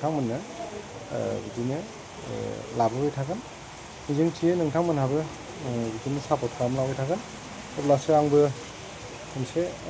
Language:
Bodo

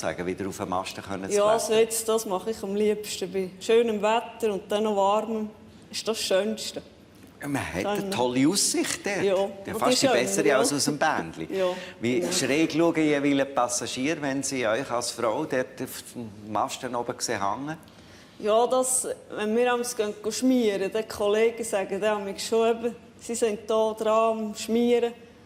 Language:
Swiss German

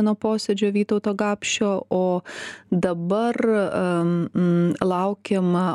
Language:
Lithuanian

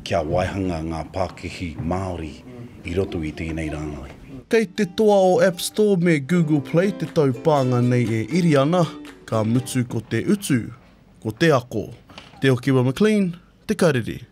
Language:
Māori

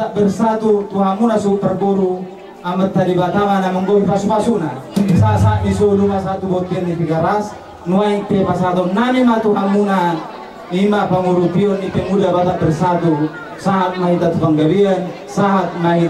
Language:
Batak Toba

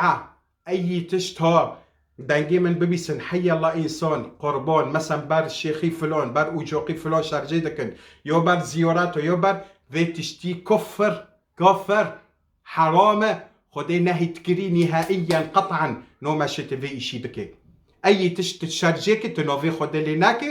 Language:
Kurdish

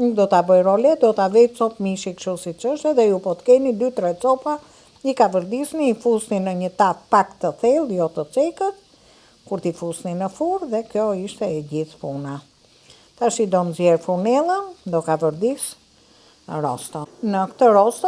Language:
Albanian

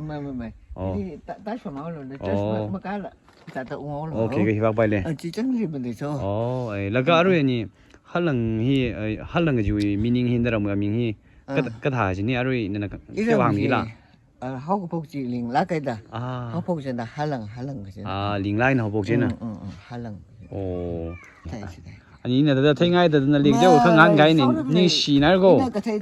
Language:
Tangkhul Naga (India)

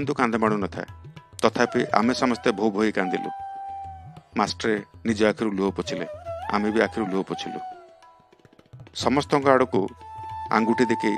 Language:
Odia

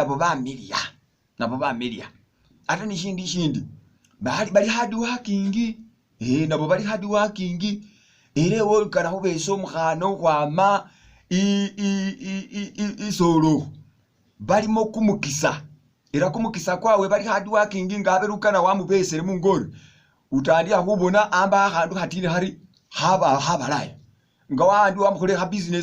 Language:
Masaaba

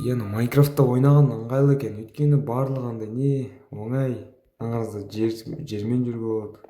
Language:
Kazakh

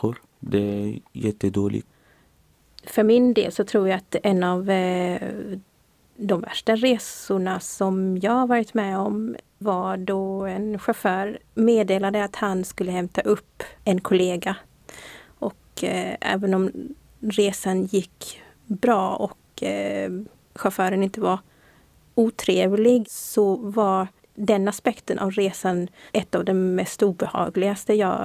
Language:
Swedish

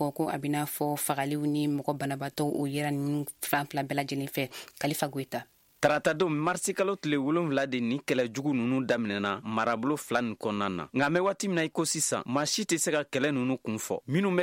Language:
Bambara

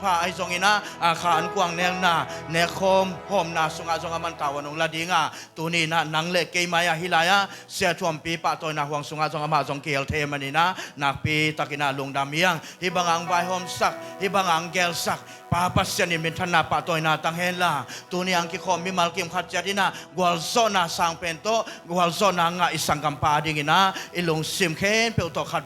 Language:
Tedim Chin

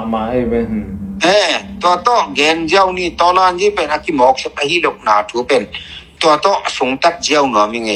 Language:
Tedim Chin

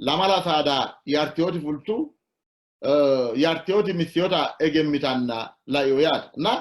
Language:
Sidamo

